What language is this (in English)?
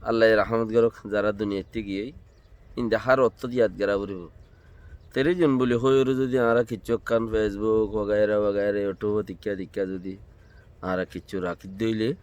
Rohingya